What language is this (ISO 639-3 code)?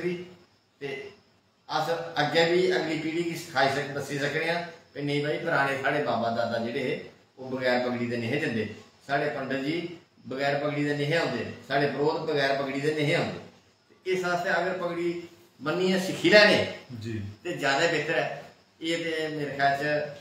doi